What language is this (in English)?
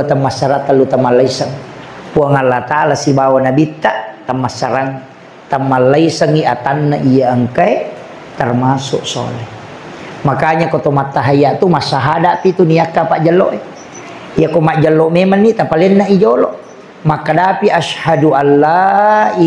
Buginese